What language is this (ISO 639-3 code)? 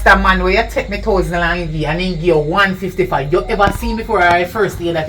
jam